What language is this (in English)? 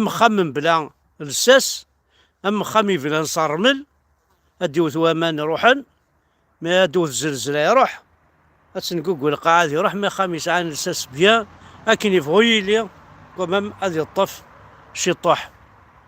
Kabyle